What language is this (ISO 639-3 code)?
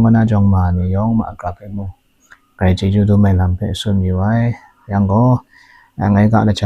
kac